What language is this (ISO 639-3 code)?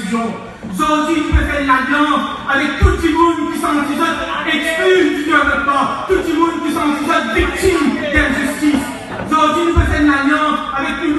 mfe